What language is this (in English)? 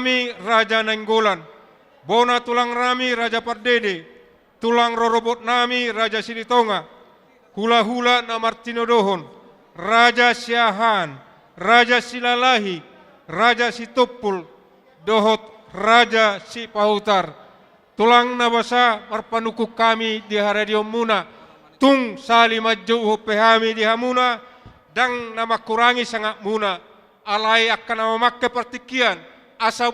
Batak Toba